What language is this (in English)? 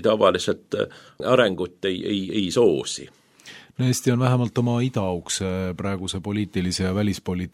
Estonian